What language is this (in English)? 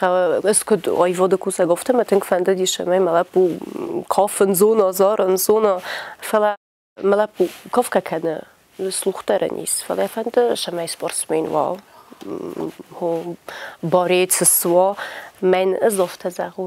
Ossetic